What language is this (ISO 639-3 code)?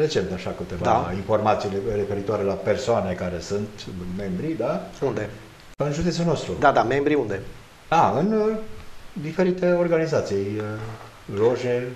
ron